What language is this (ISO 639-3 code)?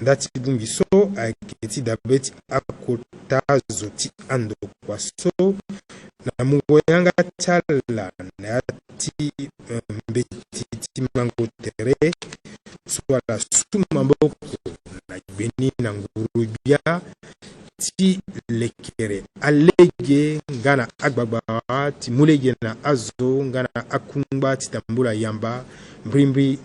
sag